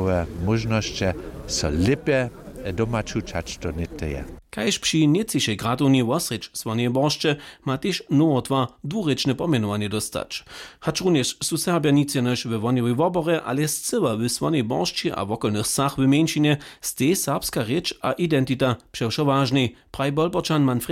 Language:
Upper Sorbian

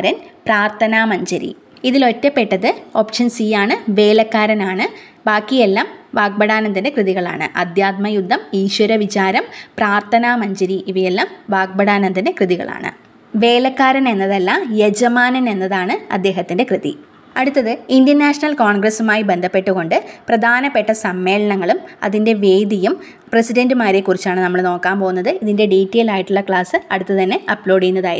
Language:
Malayalam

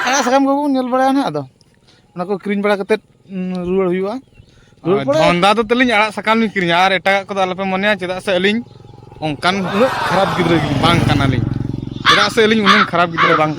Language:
Santali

